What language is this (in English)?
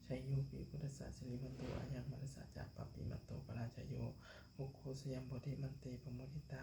Pali